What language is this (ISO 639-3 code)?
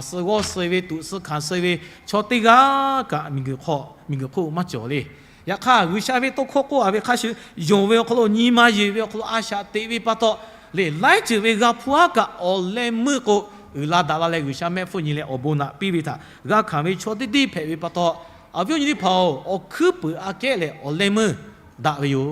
lhu